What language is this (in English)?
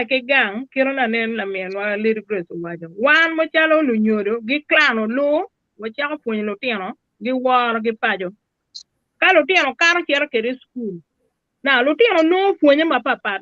Acoli